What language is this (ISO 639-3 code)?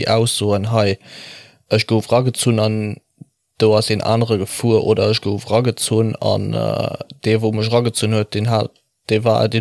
ltz